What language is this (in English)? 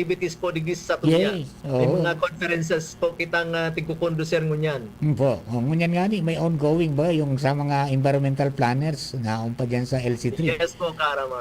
Bikol